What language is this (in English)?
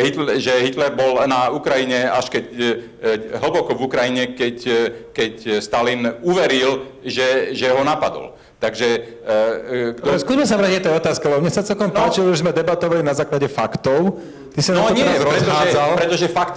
Slovak